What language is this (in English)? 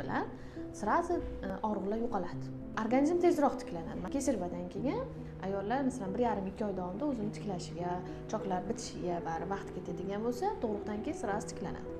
Uzbek